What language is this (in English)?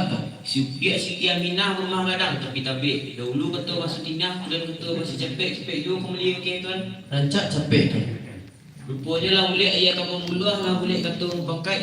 Minangkabau